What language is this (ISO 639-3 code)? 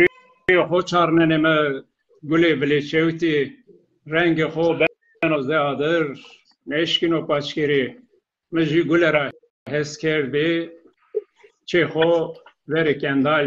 zza